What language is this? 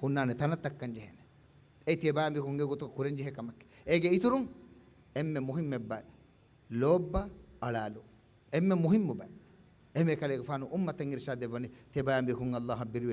Divehi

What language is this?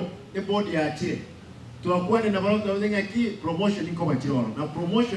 Gusii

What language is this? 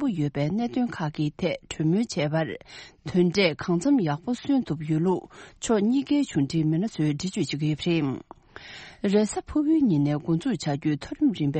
Tibetan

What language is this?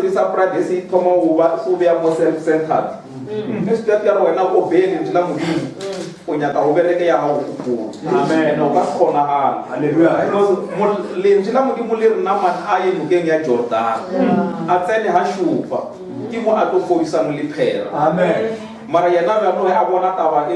Northern Sotho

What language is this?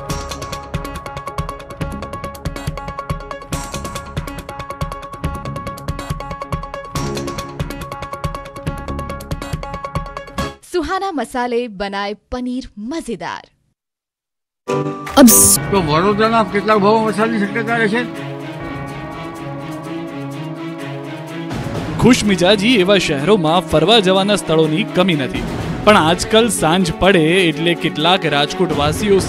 Gujarati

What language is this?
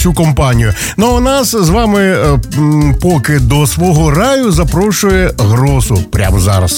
Ukrainian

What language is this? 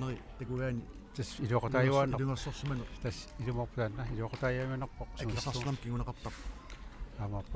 Kalaallisut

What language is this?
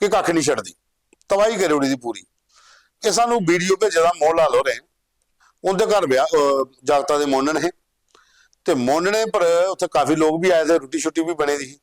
Dogri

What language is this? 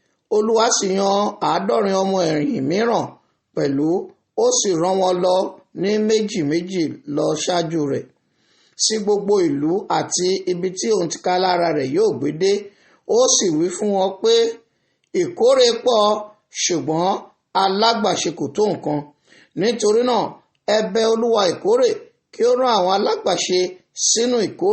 Yoruba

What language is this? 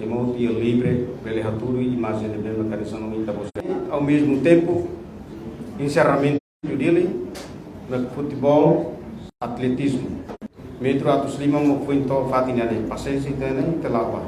Tetum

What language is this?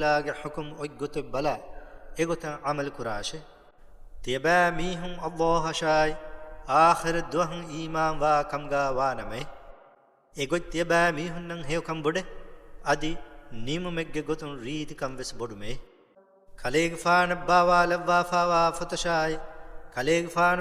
Divehi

